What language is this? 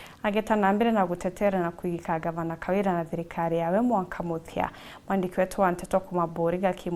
Meru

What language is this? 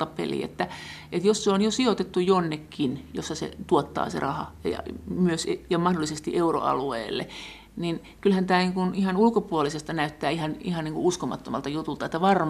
Finnish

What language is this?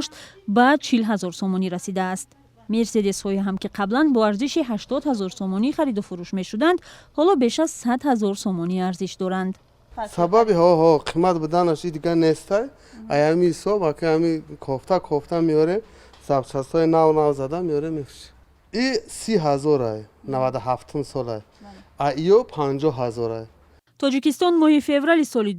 Tajik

